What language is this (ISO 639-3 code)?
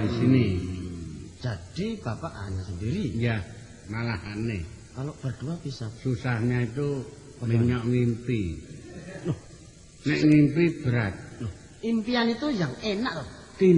jav